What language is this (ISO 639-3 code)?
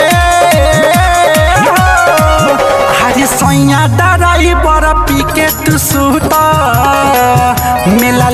bho